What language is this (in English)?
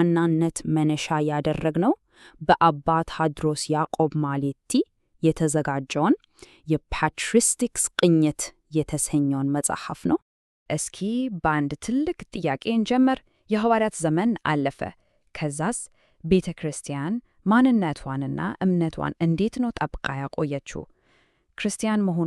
Amharic